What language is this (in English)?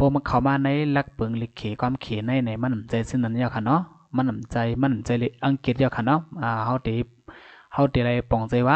Shan